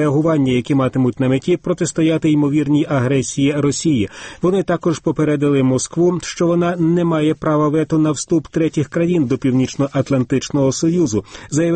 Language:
Ukrainian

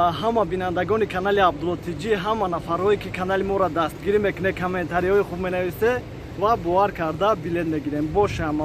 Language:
Tajik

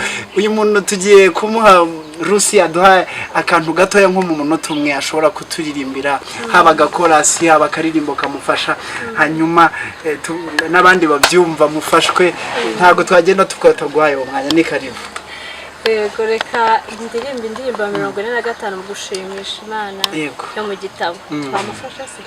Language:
Kinyarwanda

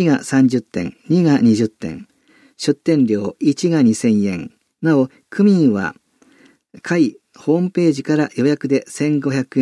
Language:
Japanese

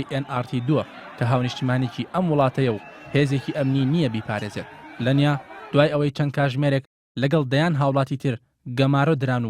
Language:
Central Kurdish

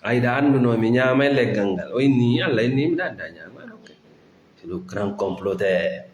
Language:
Fula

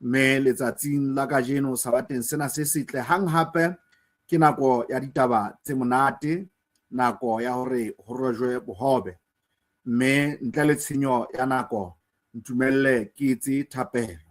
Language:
Southern Sotho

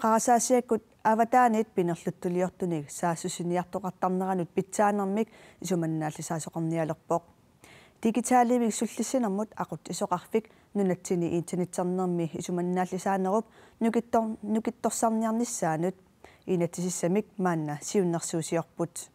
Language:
Kalaallisut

